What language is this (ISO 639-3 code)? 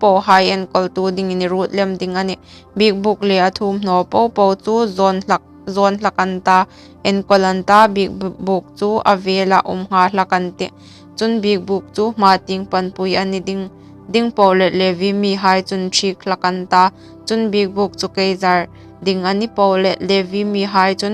hmr